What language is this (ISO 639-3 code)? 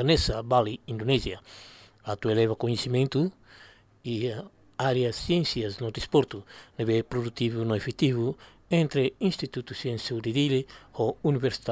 tet